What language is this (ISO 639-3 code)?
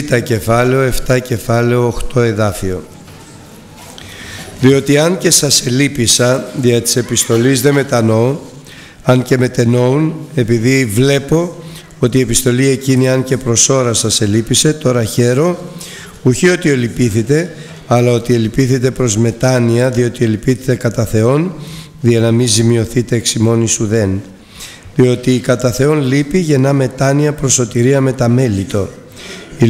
ell